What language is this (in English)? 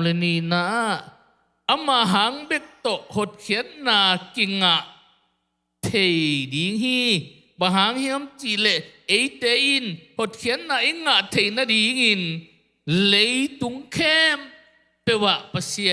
Tedim Chin